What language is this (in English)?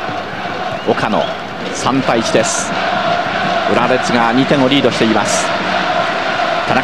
Japanese